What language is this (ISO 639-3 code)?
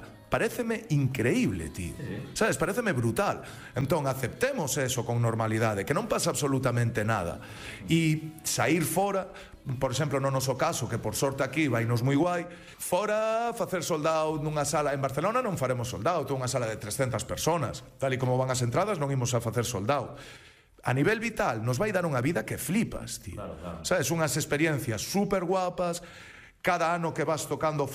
glg